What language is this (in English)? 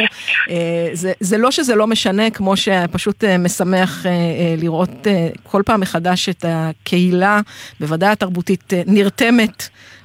Hebrew